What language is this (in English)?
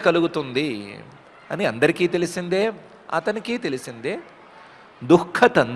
Telugu